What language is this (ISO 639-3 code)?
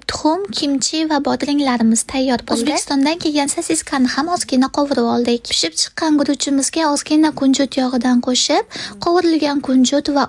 uzb